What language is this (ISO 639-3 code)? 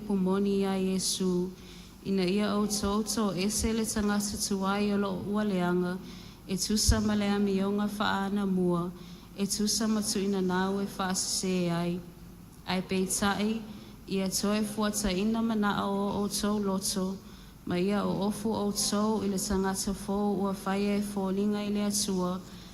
smo